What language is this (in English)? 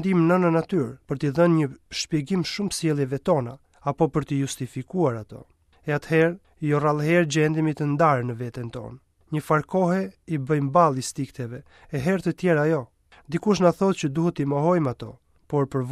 Albanian